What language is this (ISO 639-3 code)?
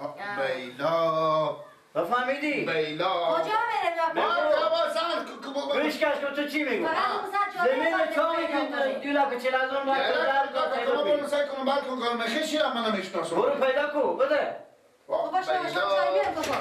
fas